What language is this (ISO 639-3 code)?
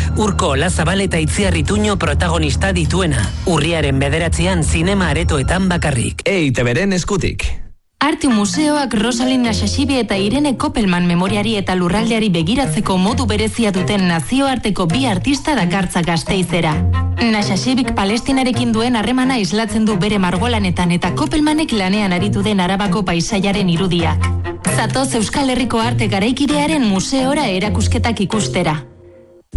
eus